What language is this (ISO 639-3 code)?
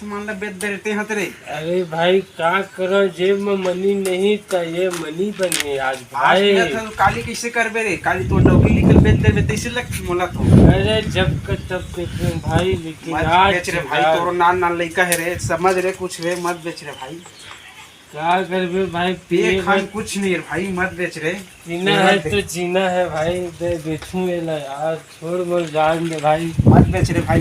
hne